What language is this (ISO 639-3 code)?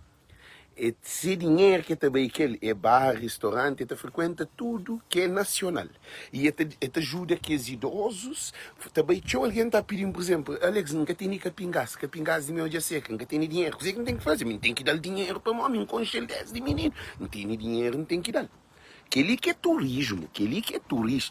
kea